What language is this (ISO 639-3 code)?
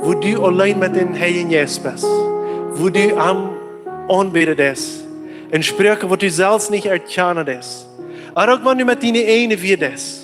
pdt